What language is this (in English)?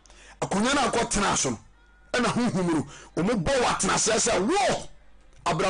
Akan